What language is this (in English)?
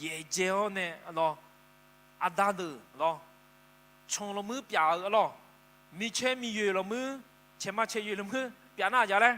Akha